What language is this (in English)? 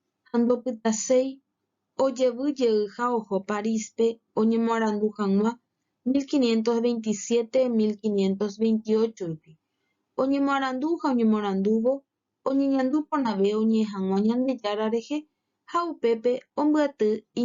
Guarani